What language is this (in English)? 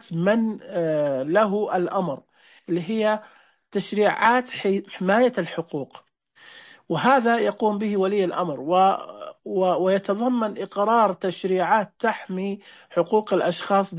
Najdi Arabic